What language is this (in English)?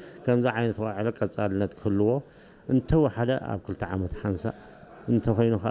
Tigrinya